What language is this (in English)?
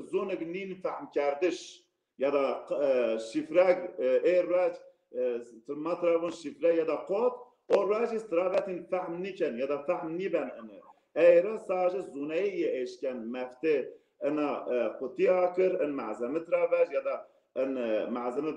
Zaza